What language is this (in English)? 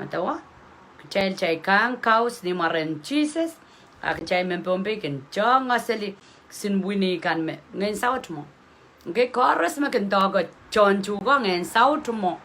Pohnpeian